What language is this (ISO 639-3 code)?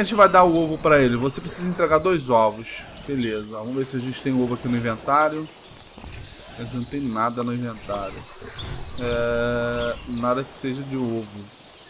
por